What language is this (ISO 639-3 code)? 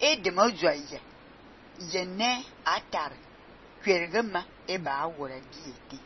fan